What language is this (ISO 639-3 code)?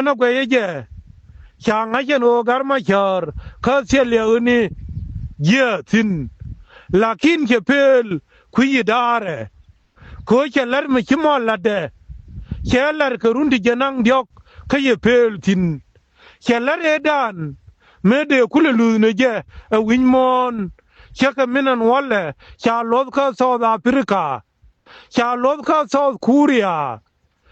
nus